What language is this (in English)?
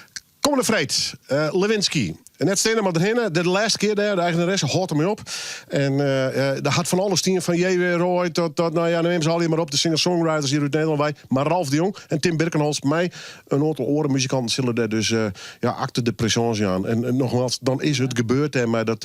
Western Frisian